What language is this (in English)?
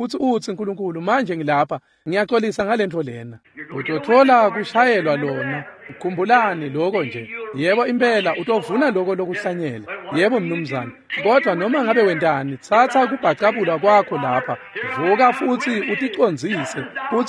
Swati